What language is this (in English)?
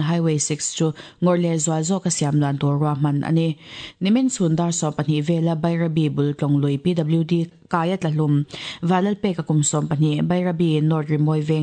Mizo